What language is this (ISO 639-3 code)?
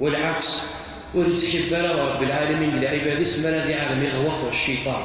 kab